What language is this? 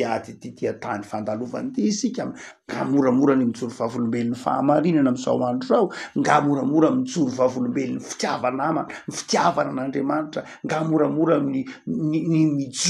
Malagasy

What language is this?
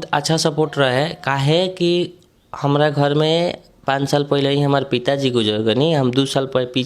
Bhojpuri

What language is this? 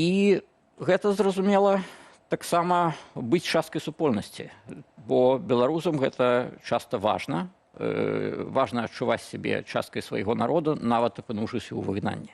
Belarusian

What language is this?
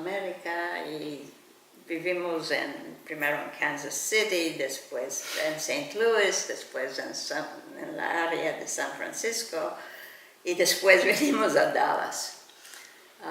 Ladino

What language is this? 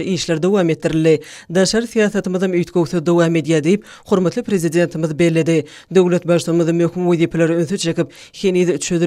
Turkmen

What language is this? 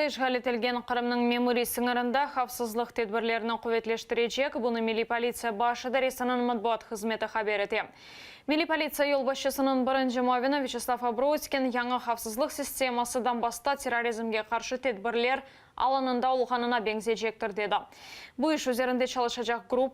Crimean Tatar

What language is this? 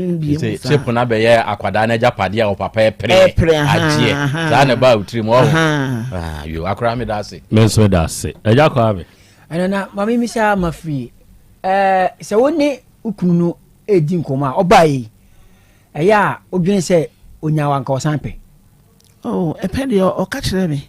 Akan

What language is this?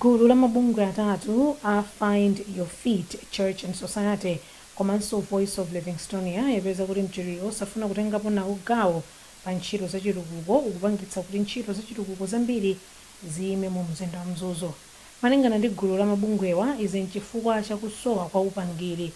Nyanja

